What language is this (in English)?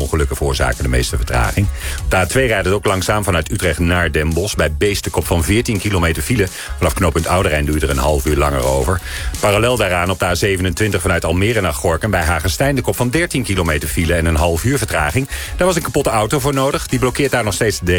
Dutch